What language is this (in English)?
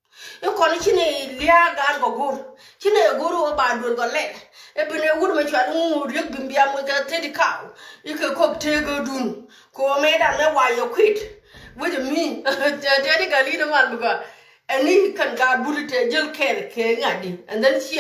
Nuer